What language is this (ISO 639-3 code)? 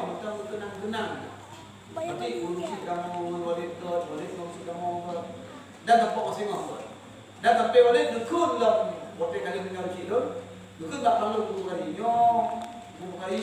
ace